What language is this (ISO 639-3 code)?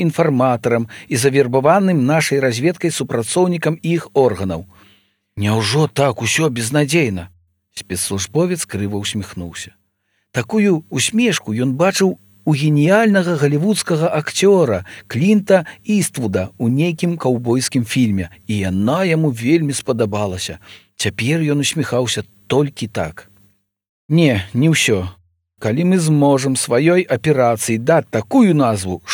bel